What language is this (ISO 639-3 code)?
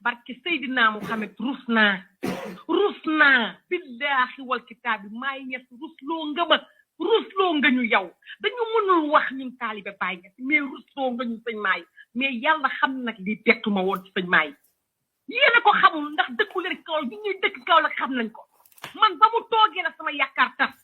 wol